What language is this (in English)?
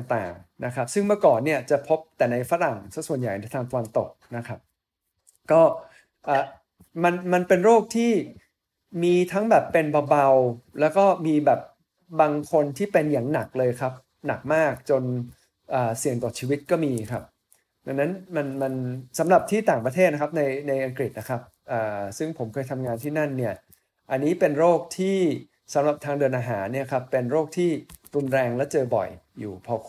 Thai